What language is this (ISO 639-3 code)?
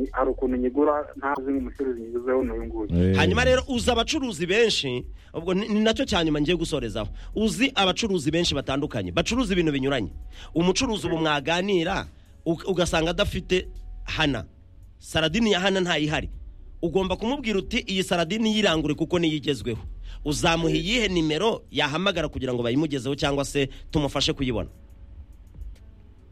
kin